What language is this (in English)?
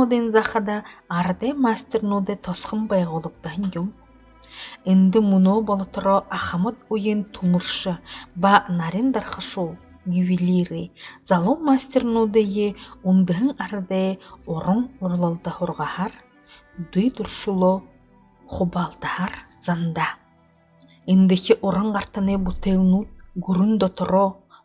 Buriat